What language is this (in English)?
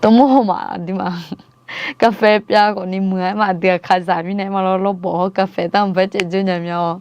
Akha